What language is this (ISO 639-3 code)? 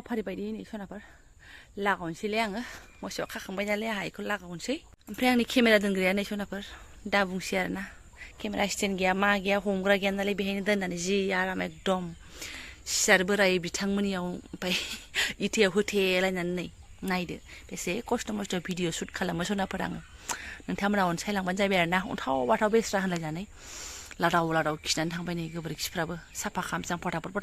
brx